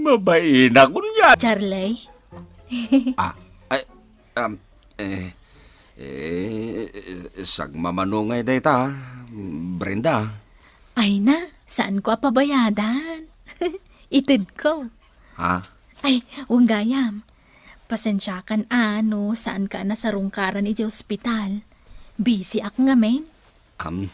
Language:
Iloko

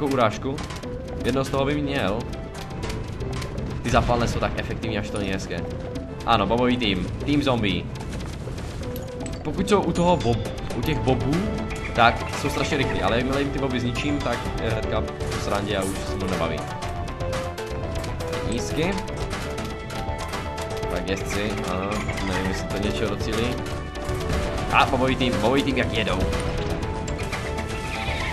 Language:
Czech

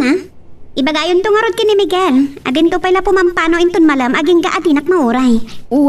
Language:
Iloko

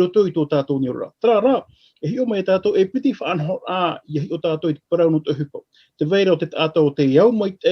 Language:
Tahitian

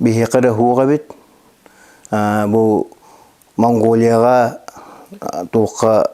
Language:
Yakut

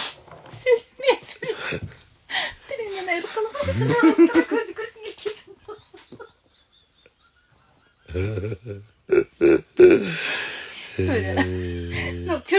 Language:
Kazakh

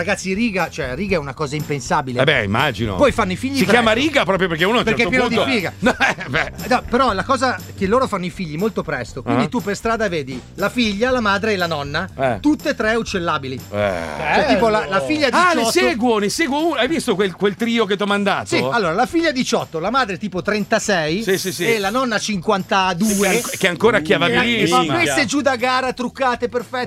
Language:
Italian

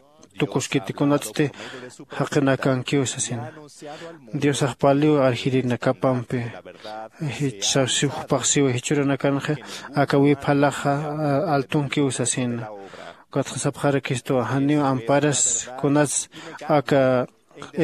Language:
Aymara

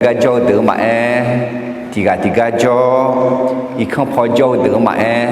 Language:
Akha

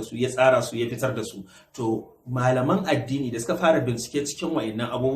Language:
Hausa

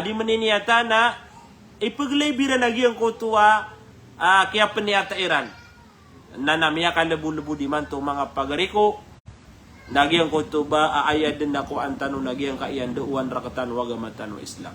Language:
Maranao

